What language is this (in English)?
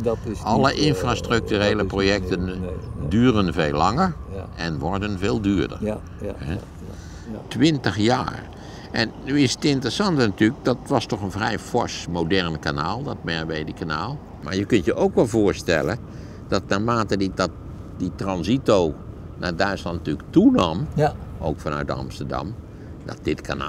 Dutch